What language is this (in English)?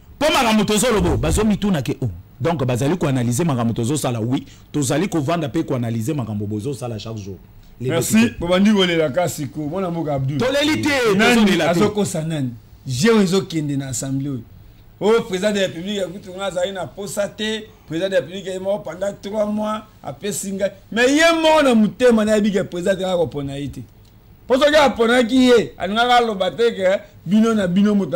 Lingala